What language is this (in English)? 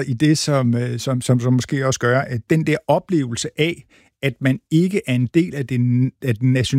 Danish